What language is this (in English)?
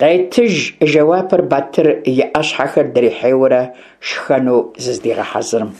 Kabardian